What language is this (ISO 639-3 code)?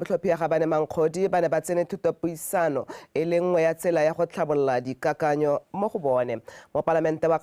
tsn